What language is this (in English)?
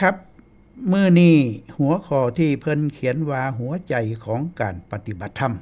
Northeastern Thai